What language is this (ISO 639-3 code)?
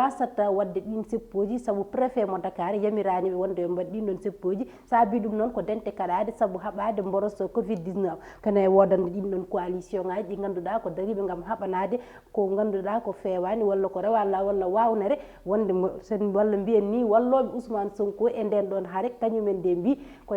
ful